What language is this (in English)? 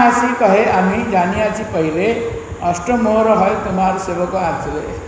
Odia